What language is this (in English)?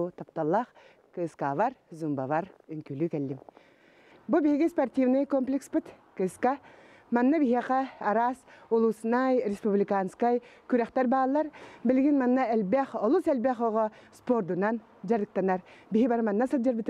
Yakut